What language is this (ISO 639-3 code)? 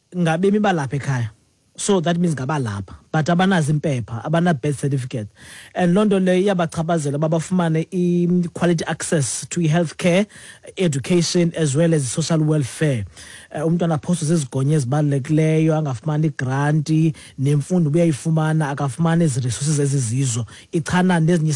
xho